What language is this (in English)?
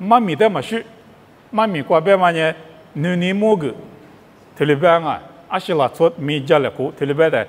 Lisu